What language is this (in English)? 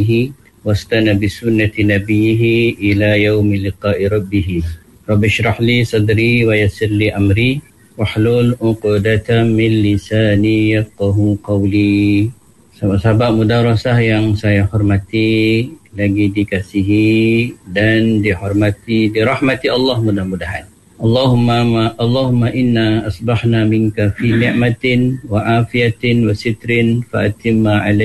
Malay